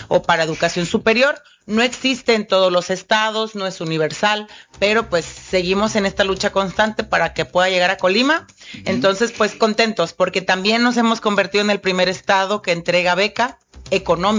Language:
Spanish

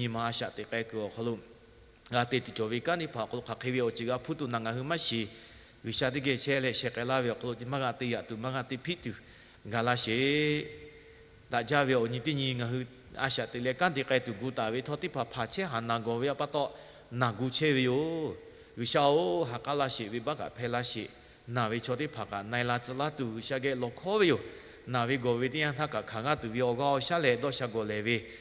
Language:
Lahu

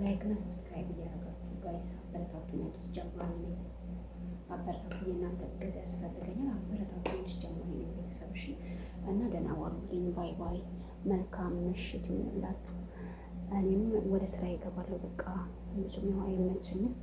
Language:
Amharic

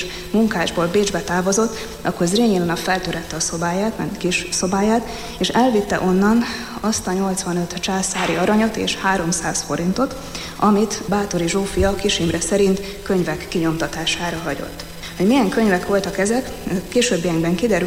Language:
Hungarian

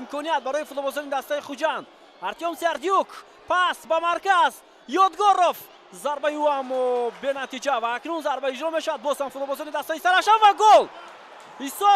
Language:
Tajik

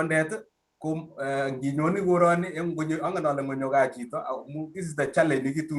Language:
Kalenjin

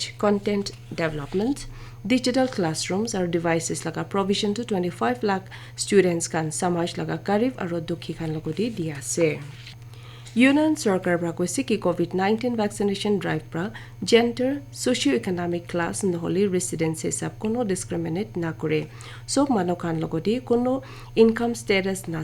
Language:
Naga Pidgin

